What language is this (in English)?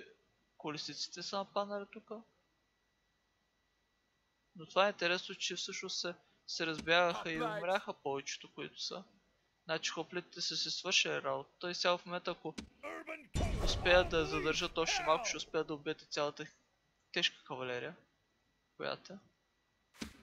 Bulgarian